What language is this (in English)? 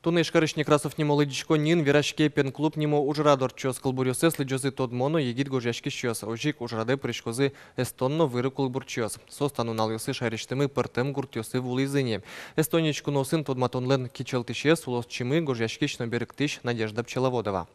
Udmurt